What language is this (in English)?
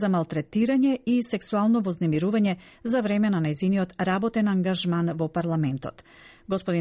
Macedonian